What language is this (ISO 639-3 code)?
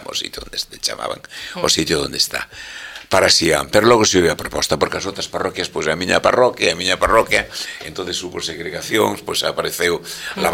glg